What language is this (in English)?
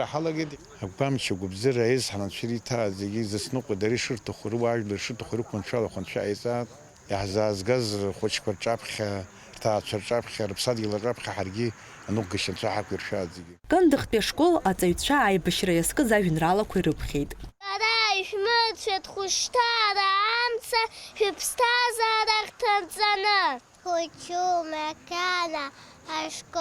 Abkhazian